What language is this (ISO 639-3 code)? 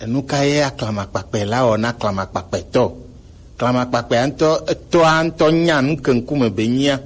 gej